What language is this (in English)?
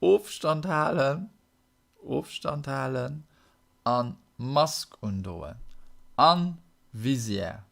Luxembourgish